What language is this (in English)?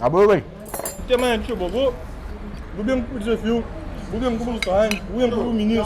Kabuverdianu